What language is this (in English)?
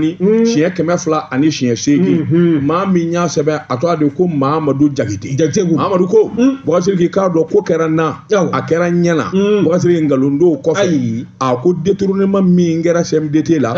Bambara